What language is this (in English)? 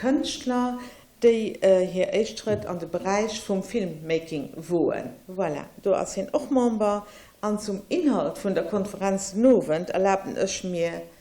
Luxembourgish